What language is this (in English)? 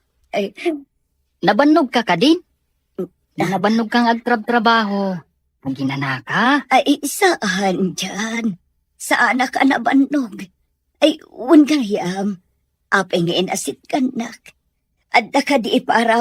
Iloko